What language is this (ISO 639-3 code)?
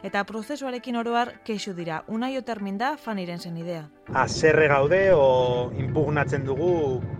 eus